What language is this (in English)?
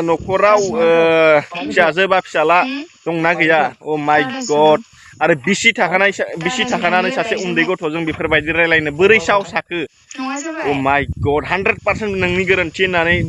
Bodo